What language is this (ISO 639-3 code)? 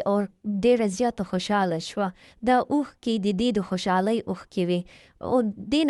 pus